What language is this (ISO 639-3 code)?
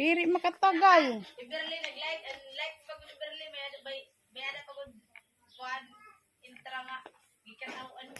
war